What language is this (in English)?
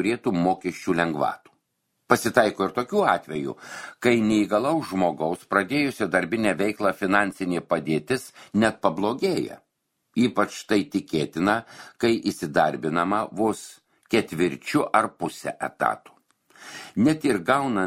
Lithuanian